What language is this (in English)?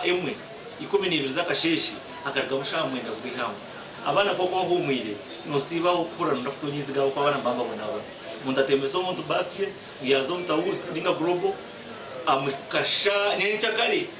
Nyankole